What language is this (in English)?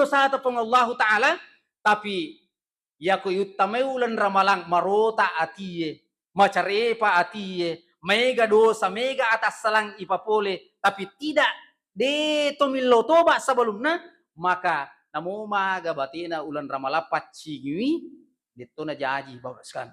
Buginese